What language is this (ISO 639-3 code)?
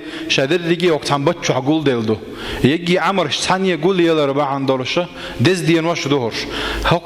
che